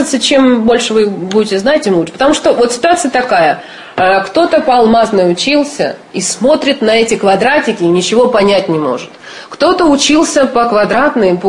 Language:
Russian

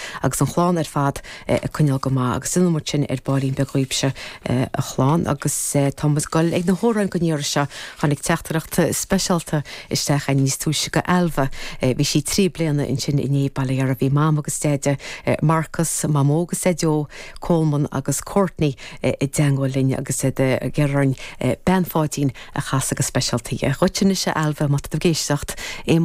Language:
Irish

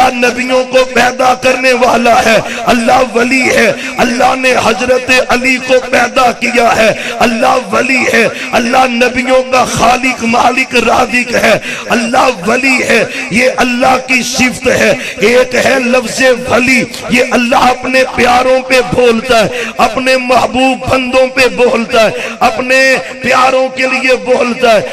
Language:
Urdu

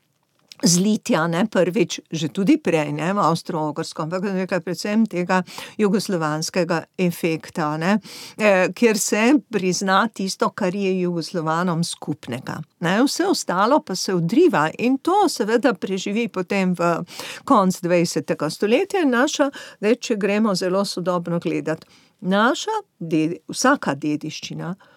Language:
Slovenian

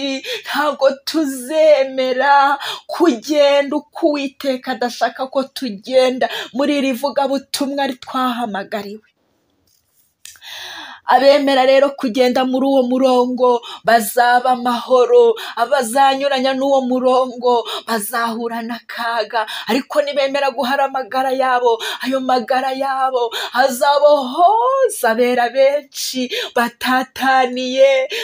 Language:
Kinyarwanda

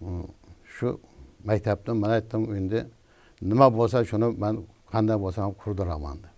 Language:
Uzbek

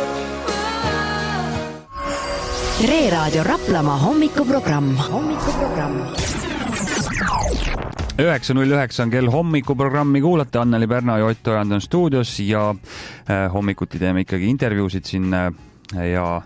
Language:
Estonian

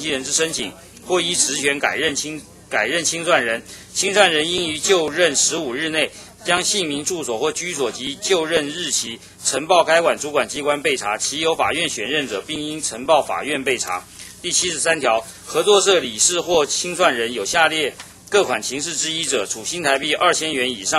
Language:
Chinese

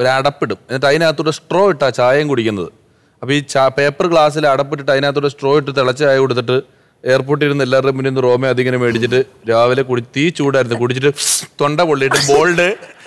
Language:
Malayalam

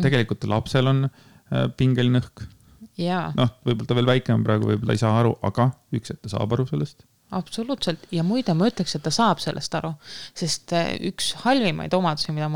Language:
Estonian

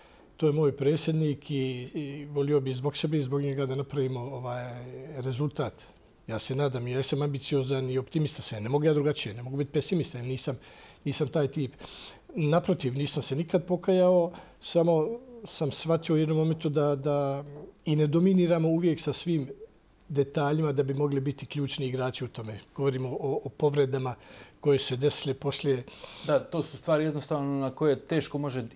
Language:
Bosnian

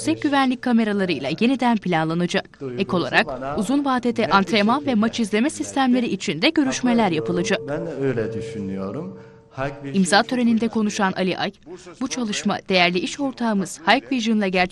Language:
Turkish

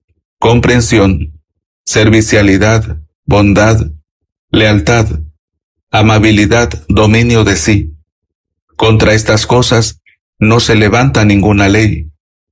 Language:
Spanish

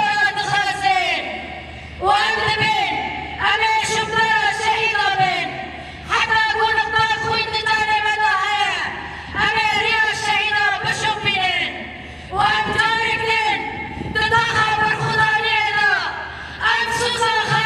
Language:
Kurdish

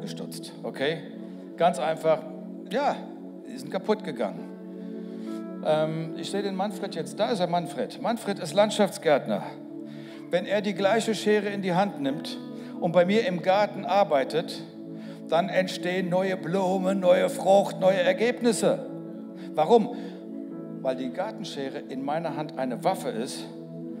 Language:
German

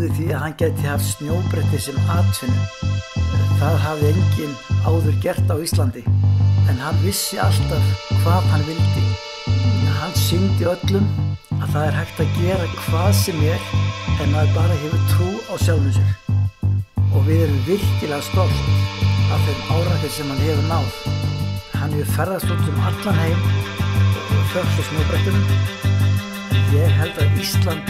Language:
Icelandic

